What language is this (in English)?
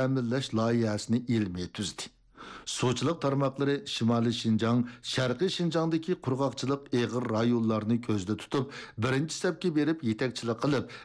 Uyghur